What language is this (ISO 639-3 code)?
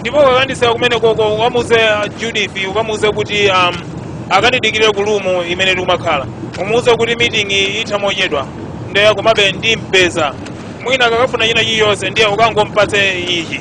nya